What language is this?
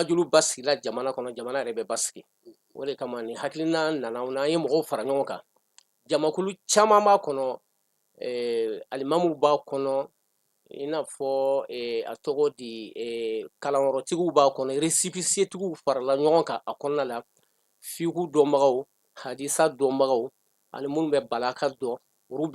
Bambara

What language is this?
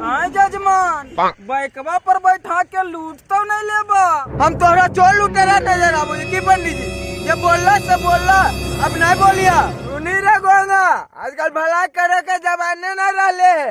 Magahi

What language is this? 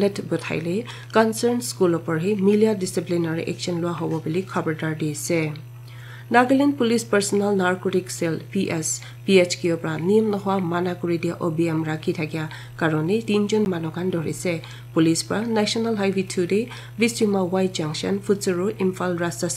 Naga Pidgin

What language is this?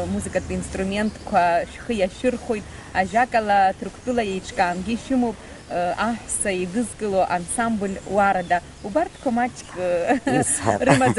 Abkhazian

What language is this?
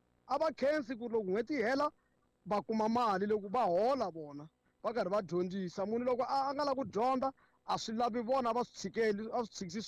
Tsonga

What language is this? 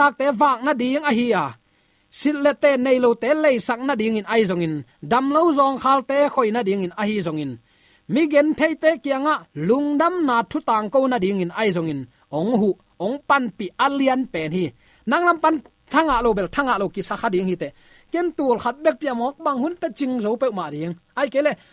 Tedim Chin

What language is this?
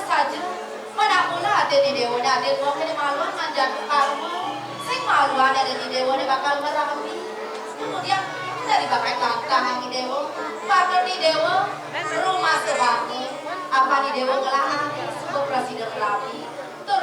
Balinese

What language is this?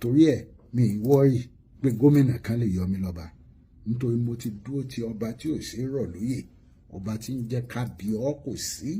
Yoruba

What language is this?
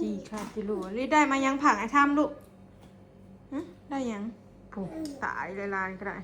Northeastern Thai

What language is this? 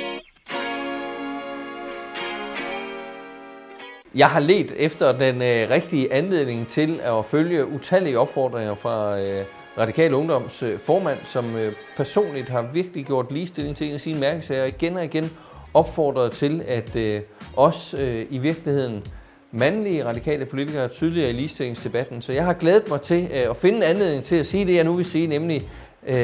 Danish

